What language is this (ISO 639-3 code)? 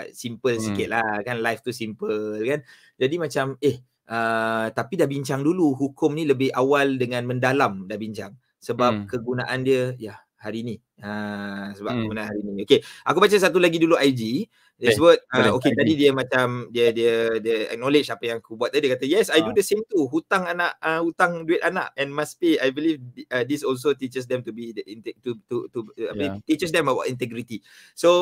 msa